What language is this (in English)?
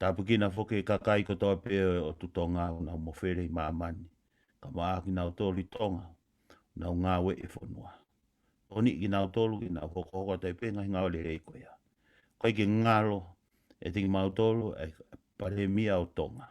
Tongan